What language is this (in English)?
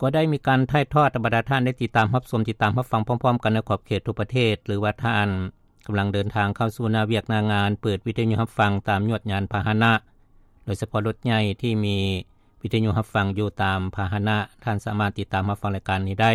Lao